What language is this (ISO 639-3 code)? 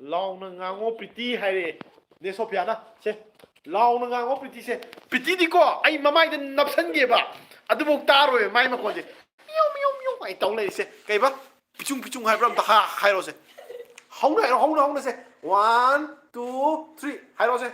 mni